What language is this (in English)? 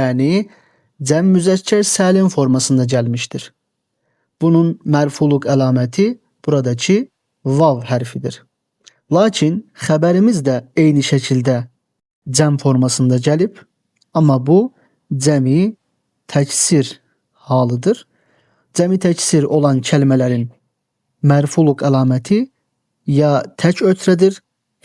Azerbaijani